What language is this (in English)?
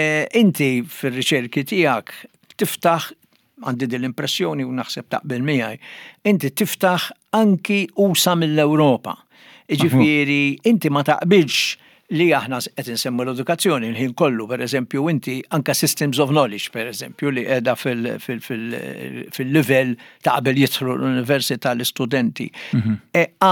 Maltese